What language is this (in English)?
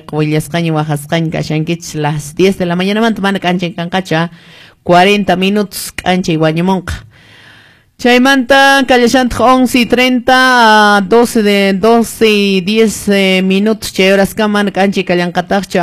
Quechua